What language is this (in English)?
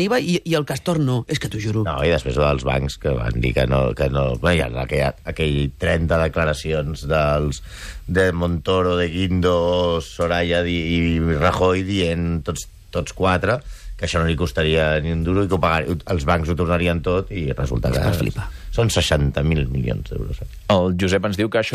Catalan